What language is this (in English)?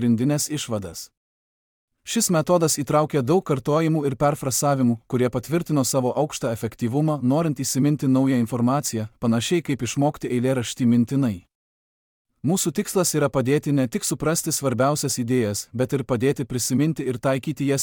Lithuanian